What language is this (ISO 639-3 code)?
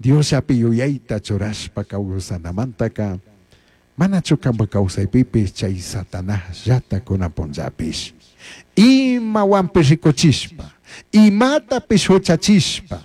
qug